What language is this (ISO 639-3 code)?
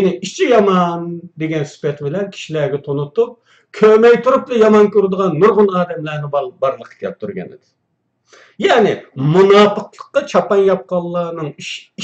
uig